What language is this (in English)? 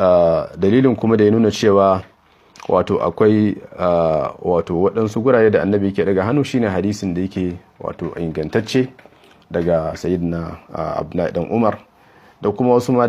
Hausa